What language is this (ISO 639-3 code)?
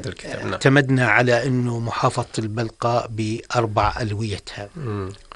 apc